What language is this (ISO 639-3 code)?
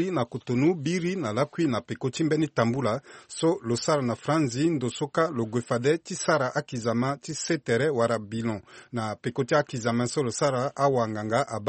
sag